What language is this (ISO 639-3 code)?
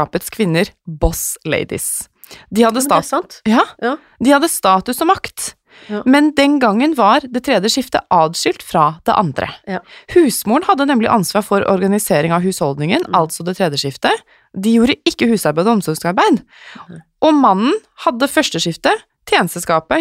nor